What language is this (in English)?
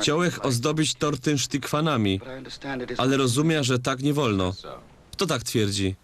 Silesian